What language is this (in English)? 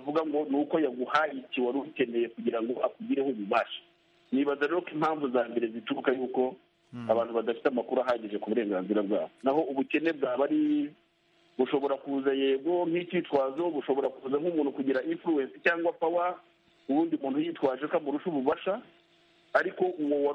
Kinyarwanda